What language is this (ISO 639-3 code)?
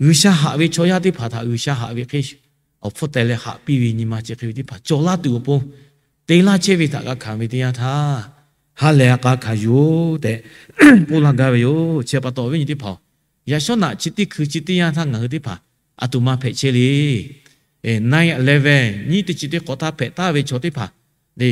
lhu